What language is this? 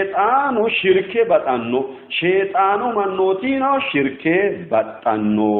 Sidamo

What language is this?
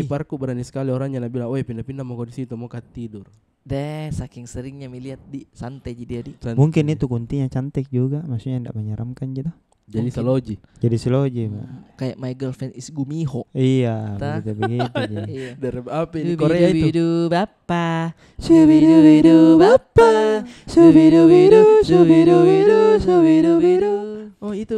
Makassar Malay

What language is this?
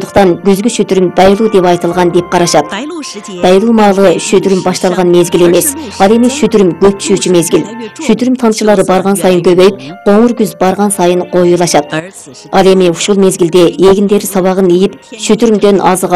Kyrgyz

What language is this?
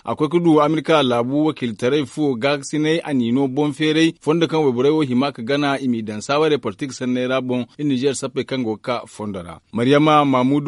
Zarma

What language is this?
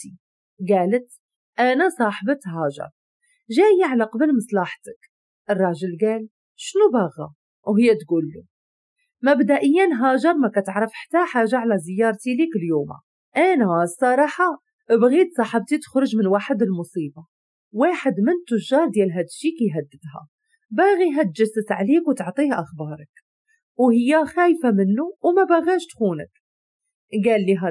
Moroccan Arabic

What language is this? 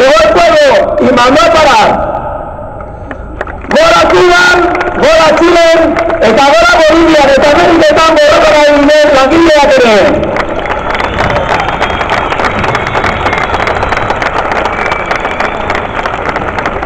Basque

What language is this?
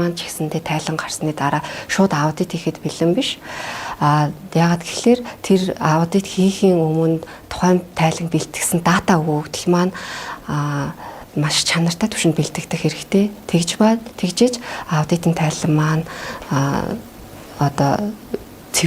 Mongolian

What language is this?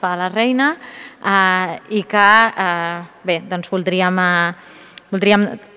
Catalan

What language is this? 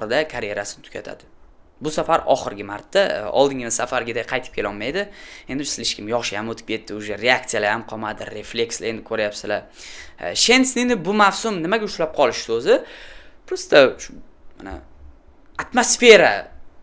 Uzbek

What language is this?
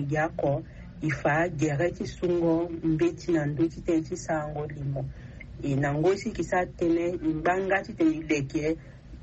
Sango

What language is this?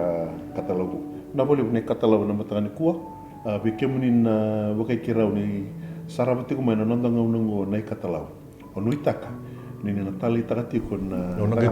Fijian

